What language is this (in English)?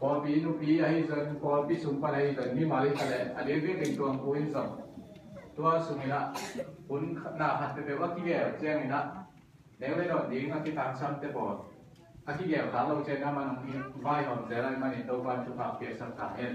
Tedim Chin